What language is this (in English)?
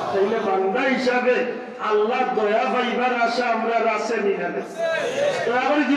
Sylheti